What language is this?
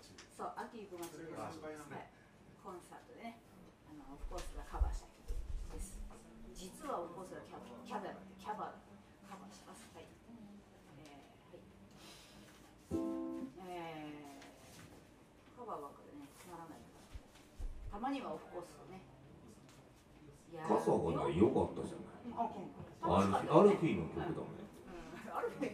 Japanese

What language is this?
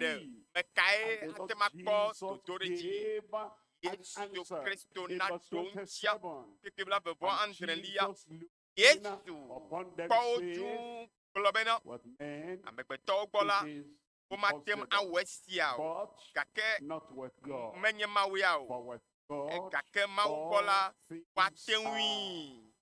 Ewe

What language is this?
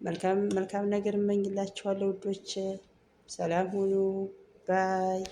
Amharic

